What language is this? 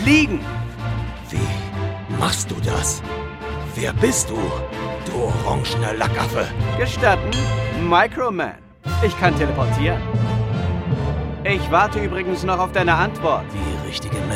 German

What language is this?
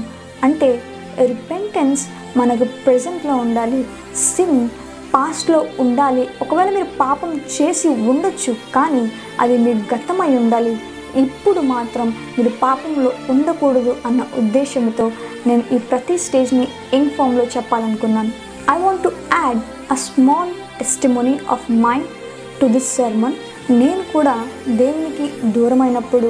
Telugu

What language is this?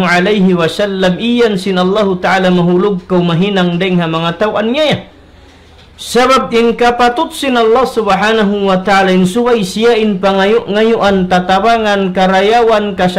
Tausug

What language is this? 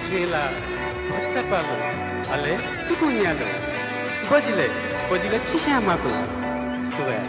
Newari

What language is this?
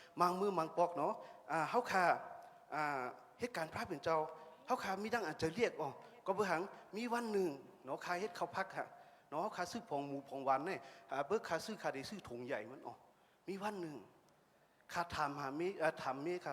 Shan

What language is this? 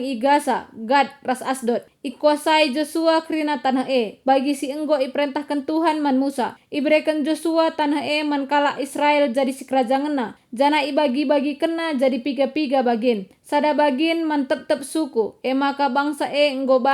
Batak Karo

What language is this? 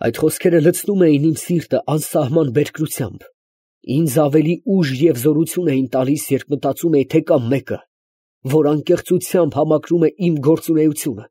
Armenian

